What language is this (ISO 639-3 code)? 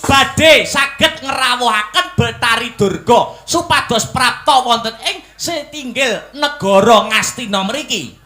jav